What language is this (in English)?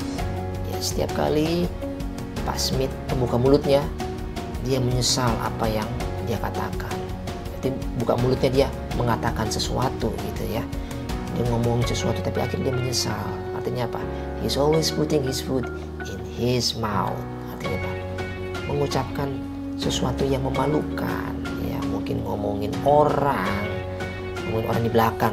Indonesian